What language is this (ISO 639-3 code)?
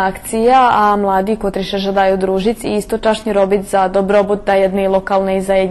rue